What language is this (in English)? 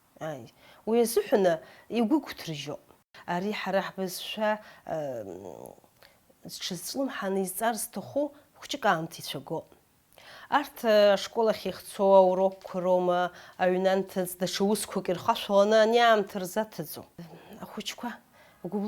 Abkhazian